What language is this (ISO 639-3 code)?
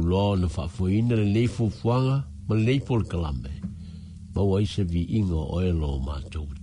smo